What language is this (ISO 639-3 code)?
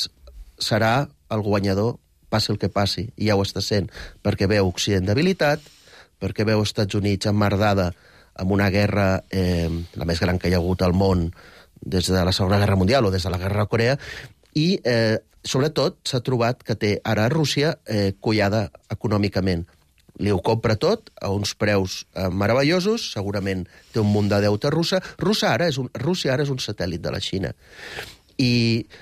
cat